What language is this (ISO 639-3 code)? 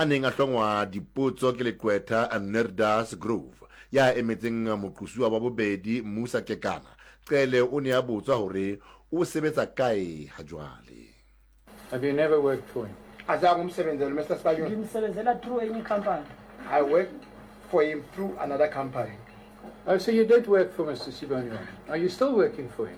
sot